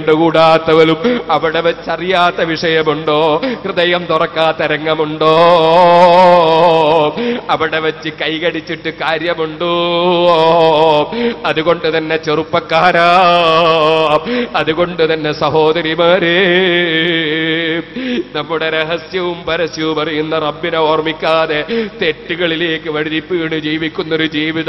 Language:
Malayalam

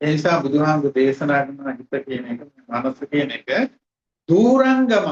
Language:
Sinhala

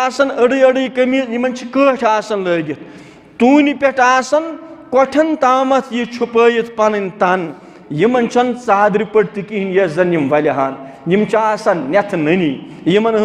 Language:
Kashmiri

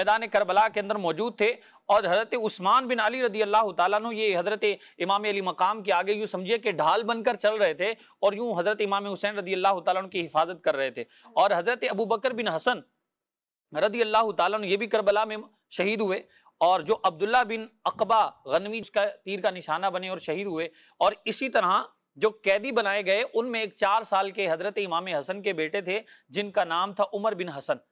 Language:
Urdu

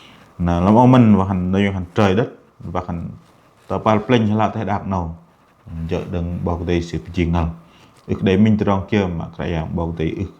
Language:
Bahnar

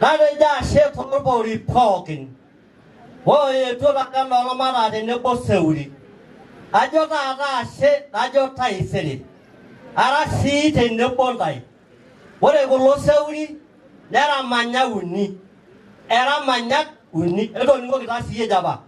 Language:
Masai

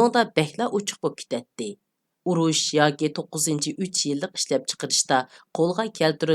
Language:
Uyghur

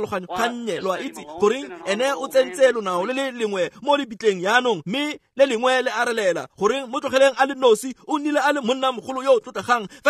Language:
Tswana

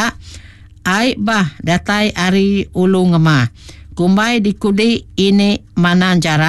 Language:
Iban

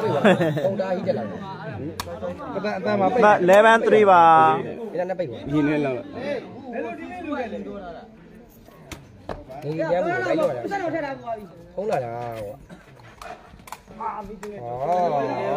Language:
Burmese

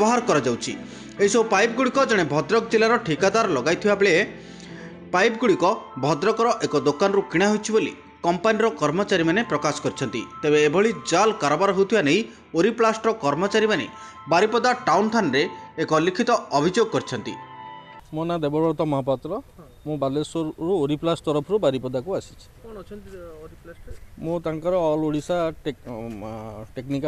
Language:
Odia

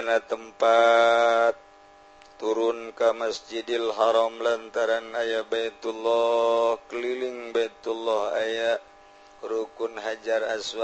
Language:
Sundanese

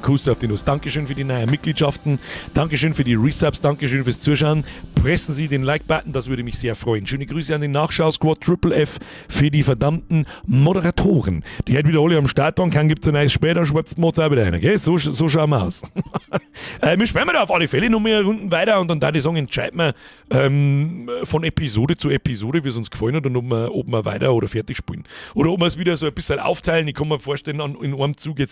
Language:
Bavarian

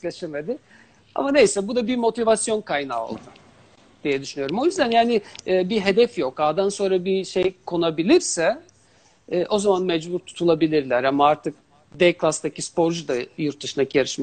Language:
Turkish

